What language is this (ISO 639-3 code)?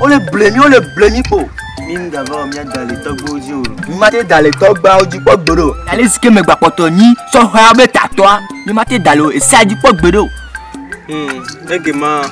ewe